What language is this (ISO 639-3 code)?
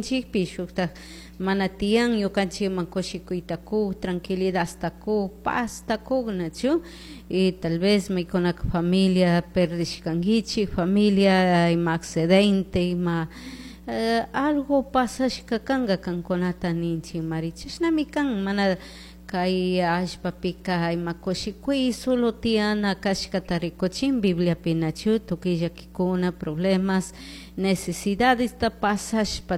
qug